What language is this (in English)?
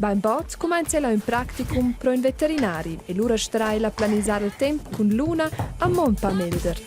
Romansh